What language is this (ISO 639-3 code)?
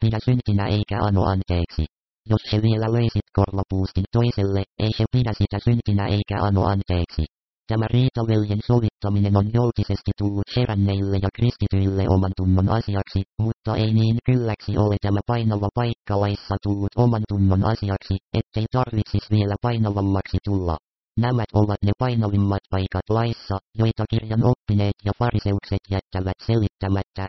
fin